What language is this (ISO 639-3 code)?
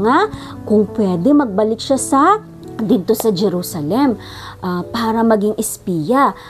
hil